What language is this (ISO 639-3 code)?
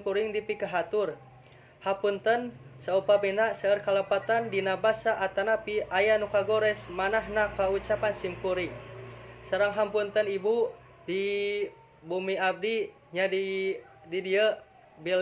sun